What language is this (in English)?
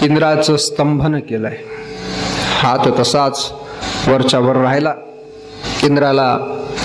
Marathi